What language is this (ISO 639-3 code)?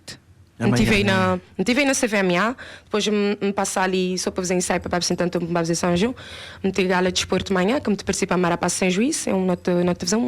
kea